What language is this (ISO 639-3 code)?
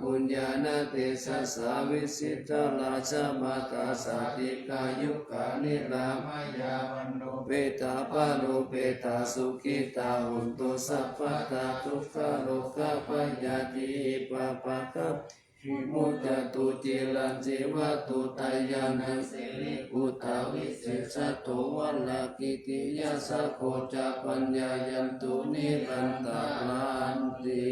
pli